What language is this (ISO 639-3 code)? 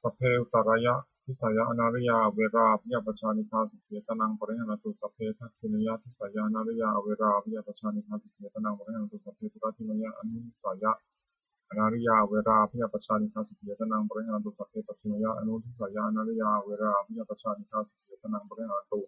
pli